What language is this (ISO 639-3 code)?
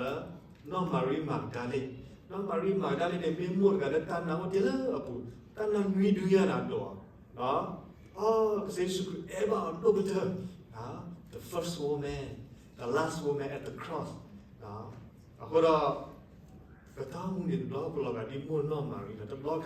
ksw